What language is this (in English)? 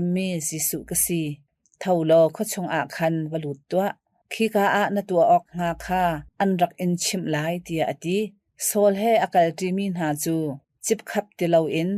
Hakha Chin